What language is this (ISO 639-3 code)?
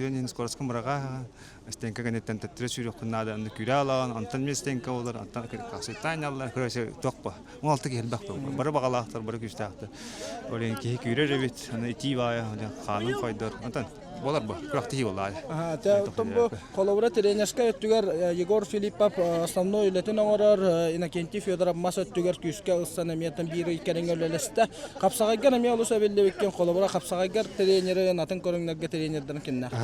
sah